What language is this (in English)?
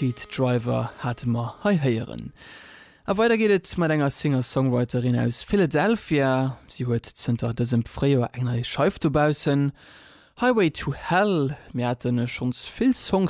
Luxembourgish